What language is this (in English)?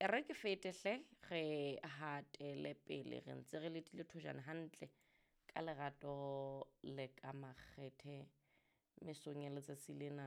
Southern Sotho